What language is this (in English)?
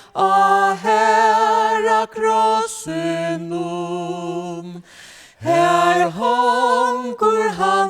Faroese